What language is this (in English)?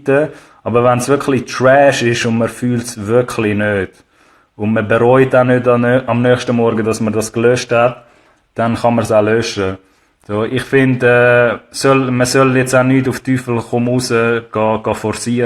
Swiss German